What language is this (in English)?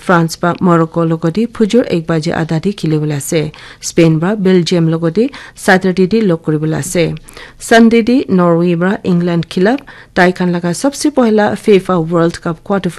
Naga Pidgin